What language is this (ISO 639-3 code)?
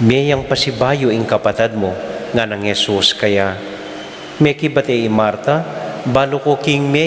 pam